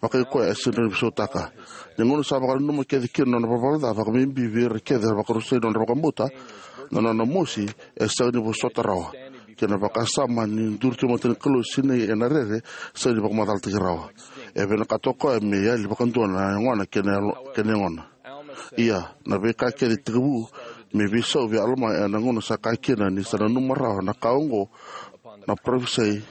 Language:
Fijian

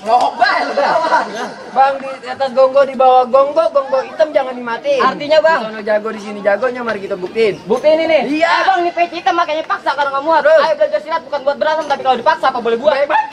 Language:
Betawi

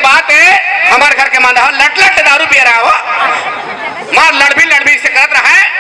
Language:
Chhattisgarhi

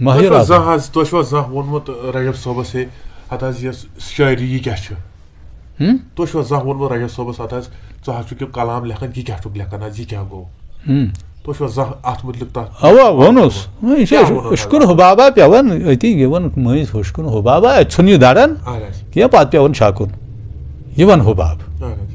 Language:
Kashmiri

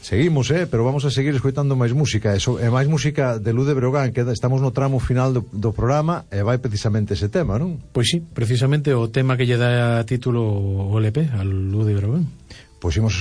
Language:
Galician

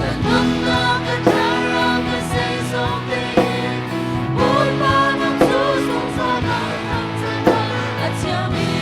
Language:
Falam Chin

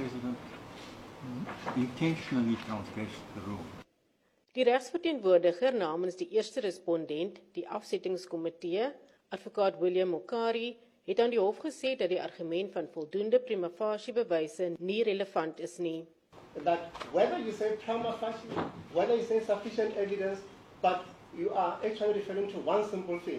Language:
Afrikaans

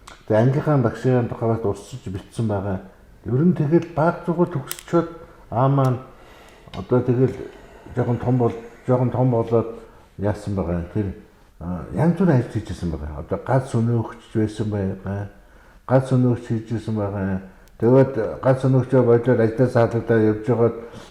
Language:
Mongolian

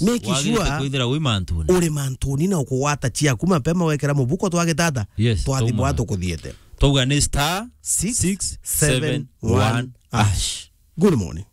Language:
Meru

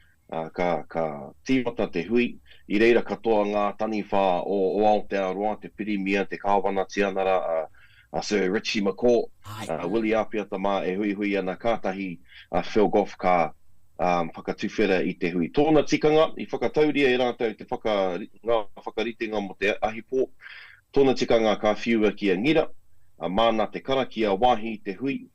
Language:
Māori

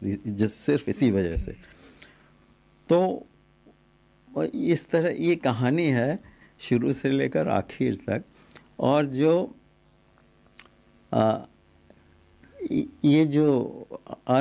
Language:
Hindi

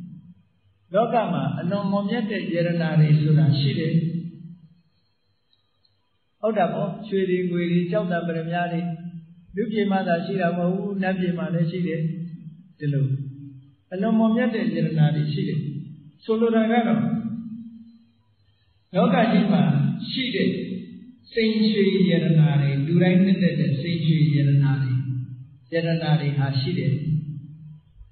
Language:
Burmese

